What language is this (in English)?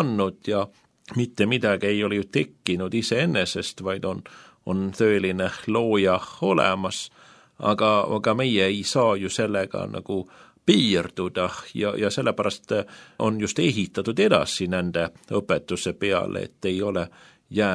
Estonian